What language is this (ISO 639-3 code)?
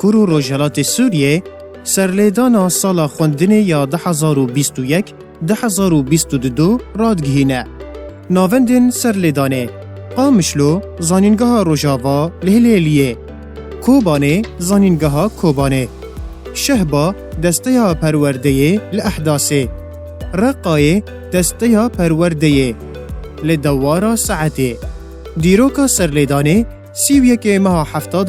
kur